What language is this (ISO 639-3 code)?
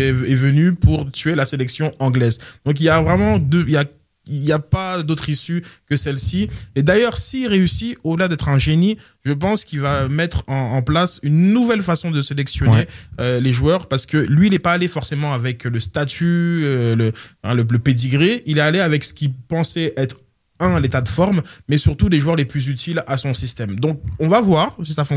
fra